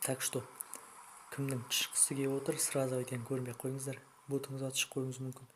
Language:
Kazakh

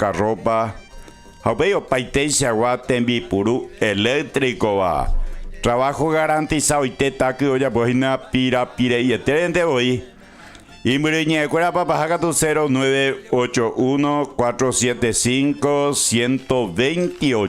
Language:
Guarani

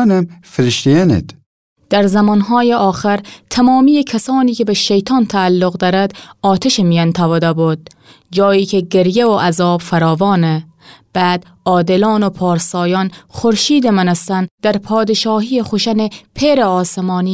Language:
Gilaki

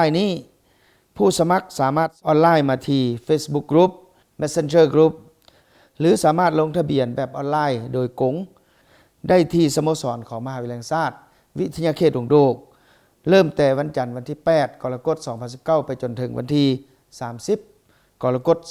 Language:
Lao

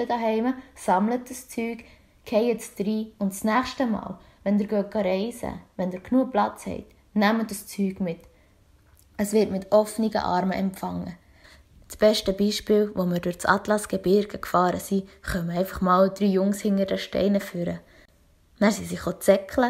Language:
Swiss German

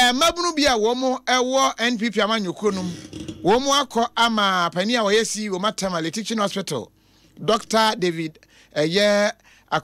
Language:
Akan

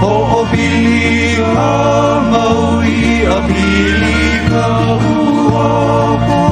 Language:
Hawaiian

